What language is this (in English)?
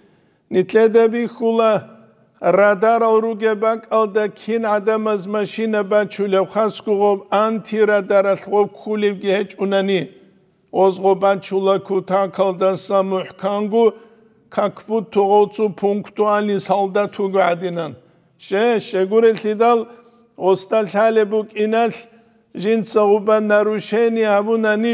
Avaric